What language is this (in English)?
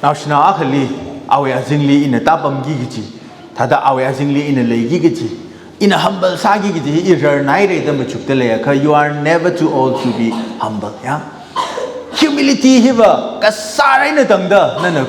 Tangkhul Naga (India)